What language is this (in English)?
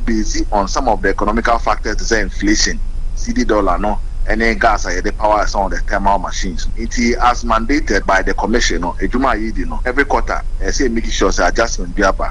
Akan